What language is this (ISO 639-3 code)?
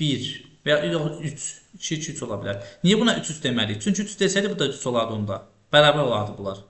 aze